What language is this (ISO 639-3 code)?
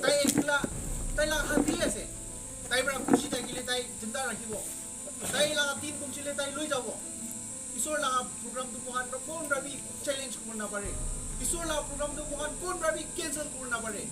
nag